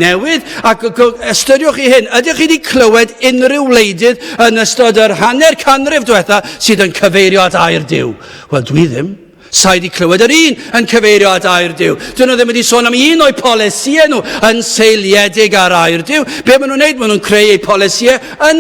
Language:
Welsh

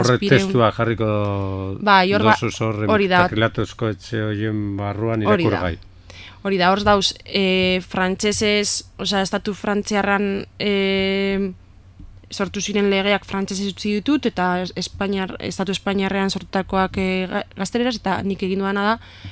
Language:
Basque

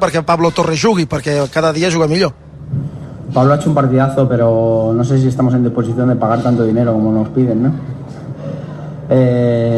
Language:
Catalan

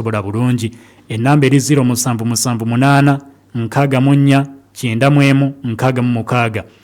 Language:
Ganda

